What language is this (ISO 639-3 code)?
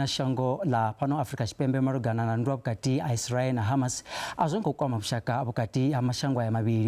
ven